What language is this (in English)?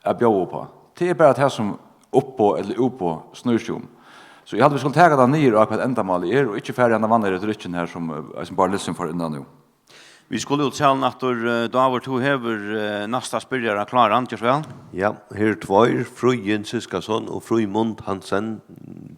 Faroese